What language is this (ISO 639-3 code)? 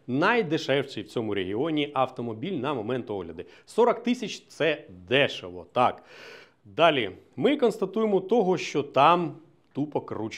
ukr